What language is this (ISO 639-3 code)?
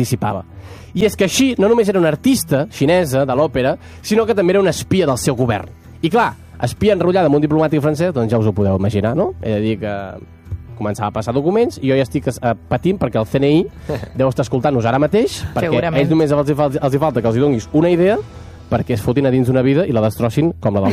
cat